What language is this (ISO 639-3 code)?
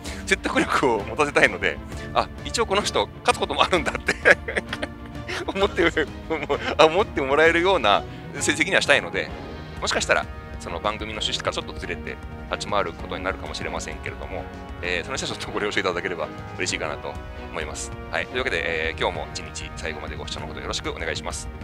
jpn